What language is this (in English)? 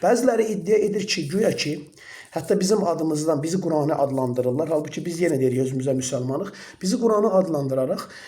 Azerbaijani